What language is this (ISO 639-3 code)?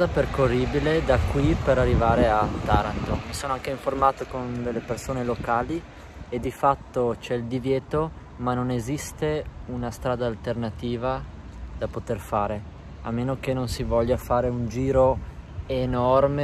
ita